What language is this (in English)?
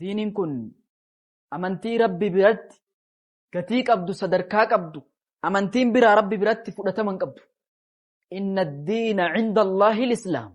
Oromo